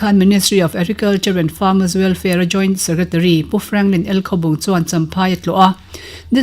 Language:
Mizo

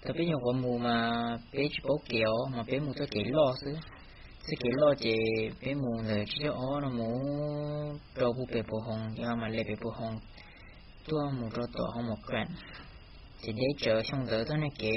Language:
Hmong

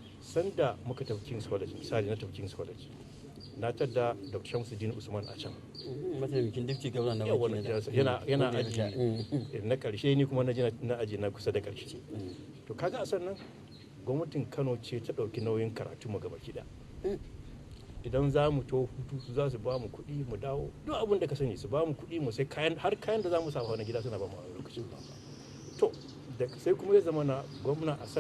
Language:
Hausa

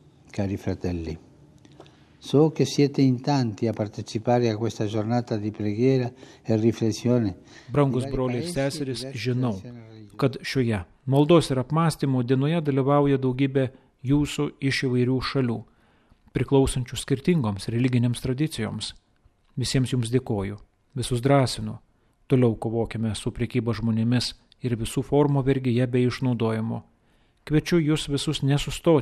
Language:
Lithuanian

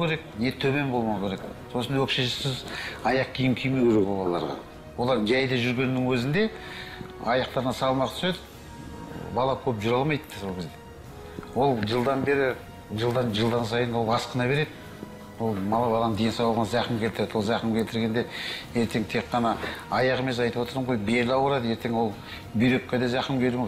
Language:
Kazakh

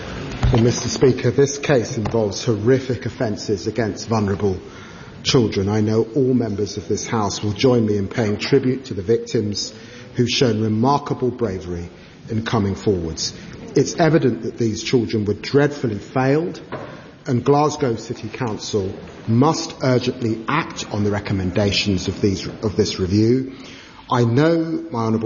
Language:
English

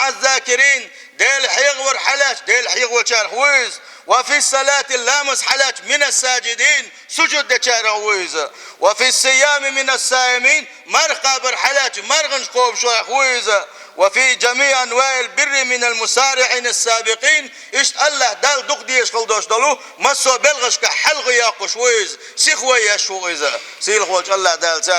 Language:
Chechen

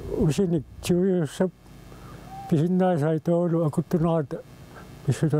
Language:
Kalaallisut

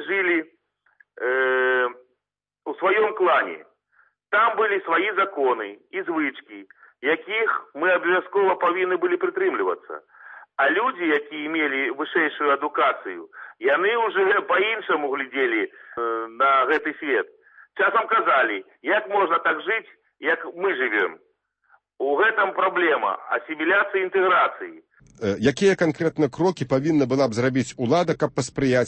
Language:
Belarusian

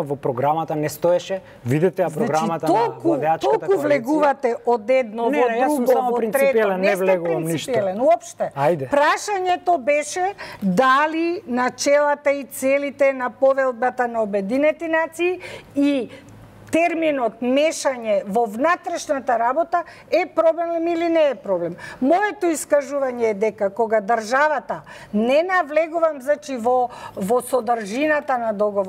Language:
Macedonian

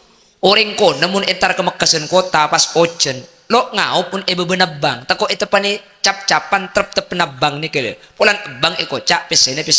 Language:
Madurese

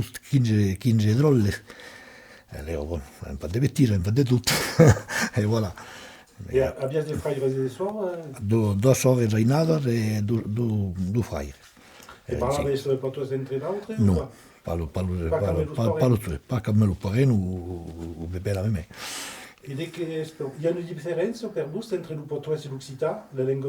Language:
Occitan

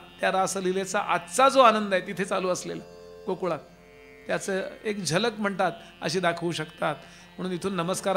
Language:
Marathi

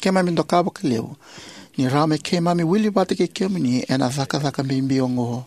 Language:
Fijian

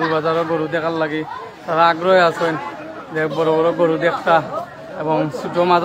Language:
Sylheti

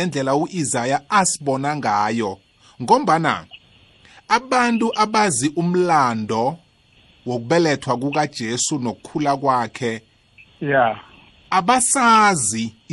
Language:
South Ndebele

